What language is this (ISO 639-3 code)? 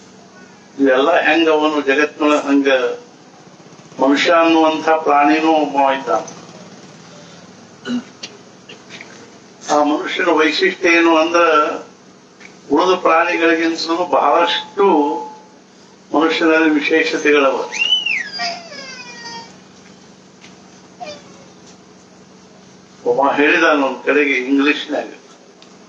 kan